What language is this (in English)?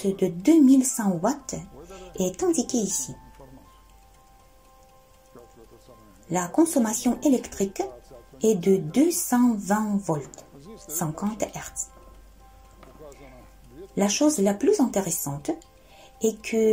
French